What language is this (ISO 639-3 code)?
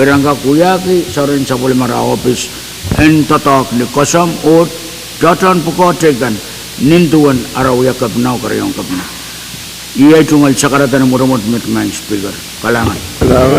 pon